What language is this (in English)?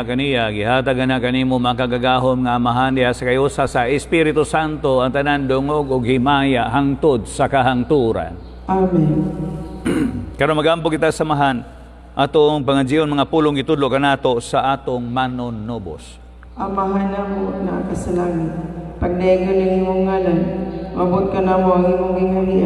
Cebuano